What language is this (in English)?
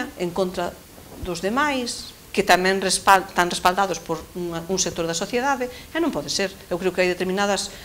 Galician